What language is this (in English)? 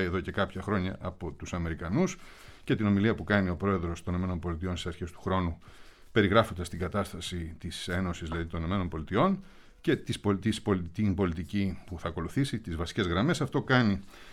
Greek